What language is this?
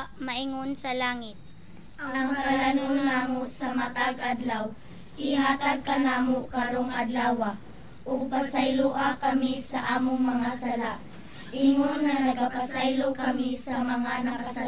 Cebuano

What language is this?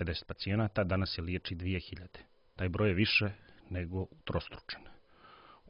Serbian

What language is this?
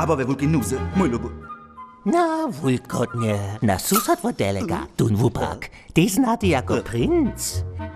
Upper Sorbian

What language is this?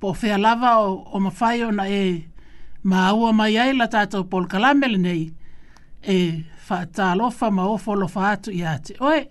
Samoan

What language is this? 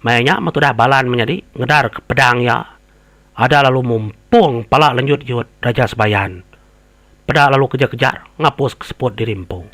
Iban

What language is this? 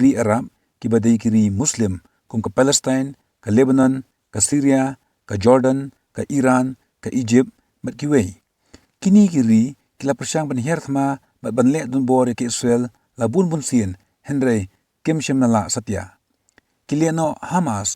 Khasi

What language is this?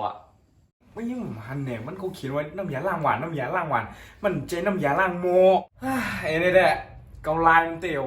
Shan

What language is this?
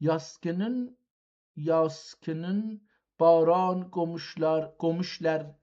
South Azerbaijani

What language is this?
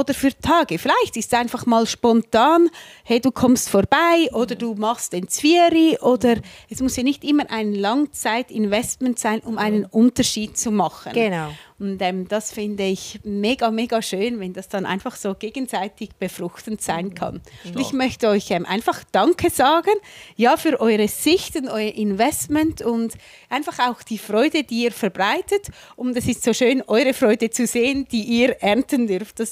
Swiss German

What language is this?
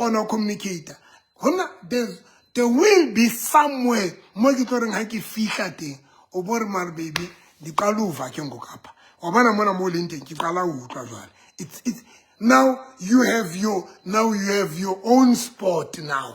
Southern Sotho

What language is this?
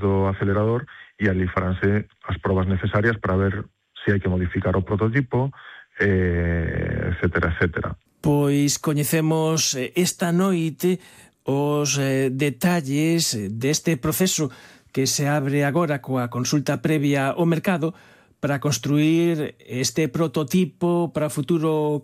Galician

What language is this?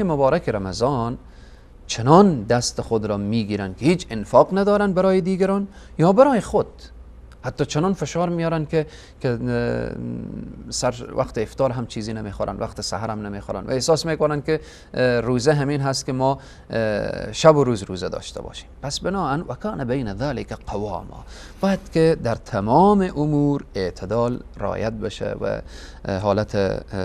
Persian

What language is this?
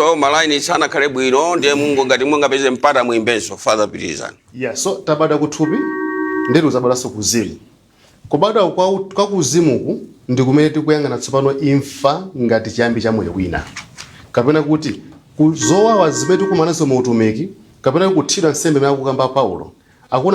Nyanja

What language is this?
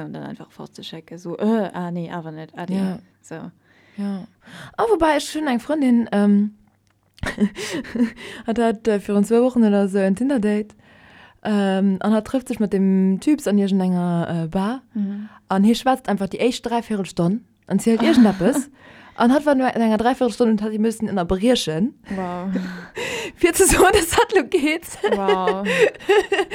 Luxembourgish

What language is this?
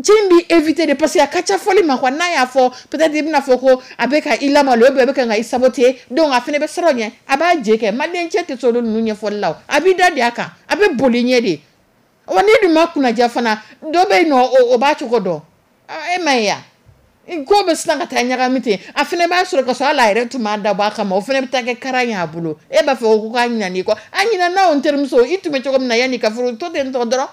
Dyula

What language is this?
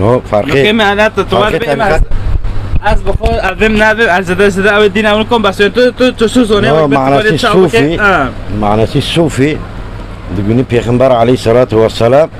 Kurdish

